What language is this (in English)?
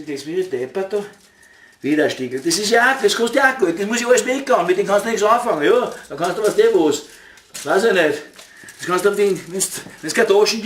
Bavarian